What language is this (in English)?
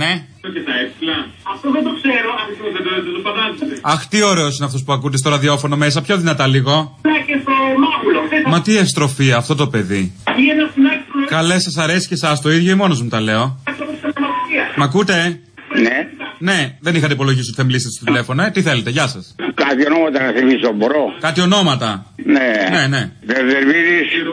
Greek